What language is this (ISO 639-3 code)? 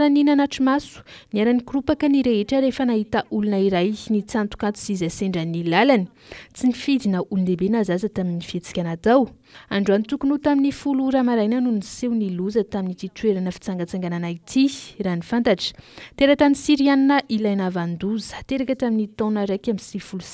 mlg